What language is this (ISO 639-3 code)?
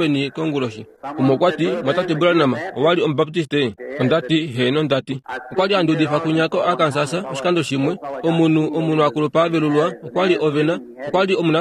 kua